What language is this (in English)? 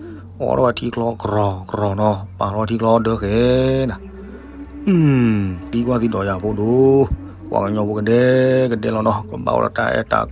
S'gaw Karen